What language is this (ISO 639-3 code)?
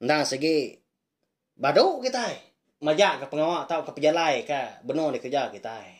iba